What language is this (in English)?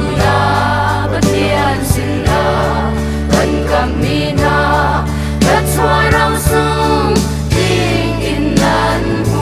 Hakha Chin